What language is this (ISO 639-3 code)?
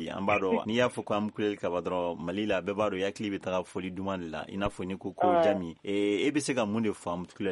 bam